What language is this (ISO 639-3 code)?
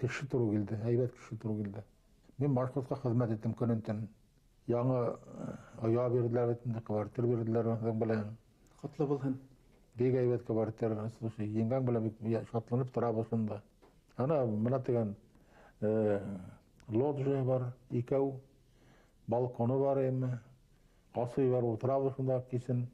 bak